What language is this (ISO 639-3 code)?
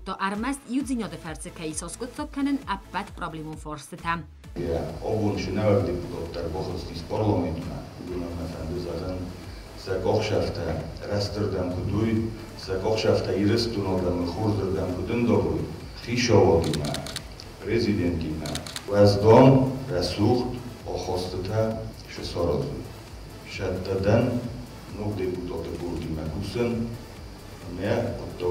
oss